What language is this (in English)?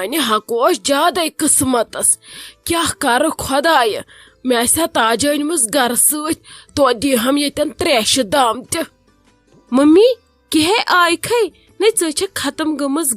Kashmiri